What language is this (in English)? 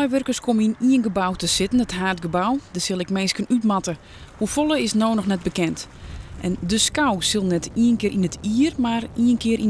Western Frisian